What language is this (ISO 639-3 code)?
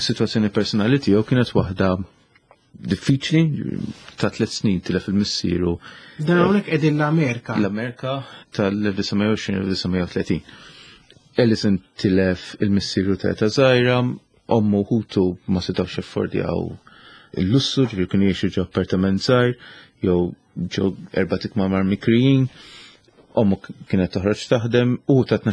mlt